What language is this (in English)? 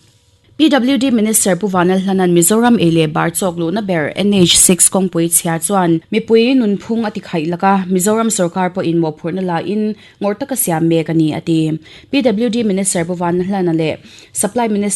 Mizo